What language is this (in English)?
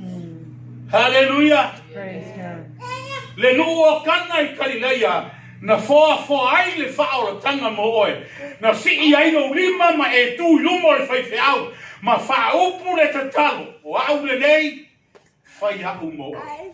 Samoan